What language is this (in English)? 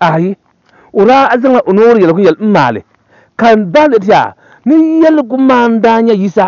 Dagbani